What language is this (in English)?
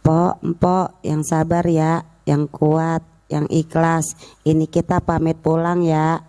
Betawi